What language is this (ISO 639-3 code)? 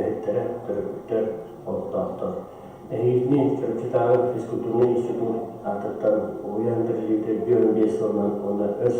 sah